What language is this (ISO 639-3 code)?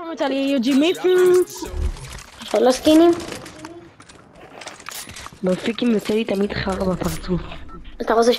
heb